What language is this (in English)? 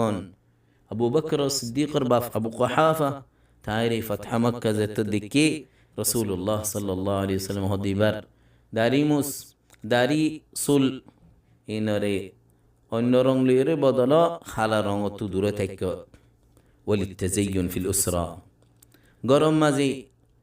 Rohingya